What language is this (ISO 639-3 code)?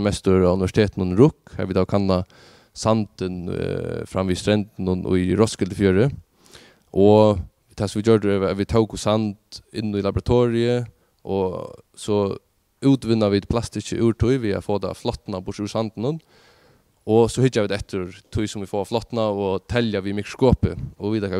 fao